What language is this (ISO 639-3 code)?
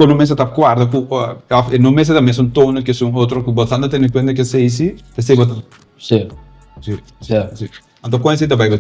pap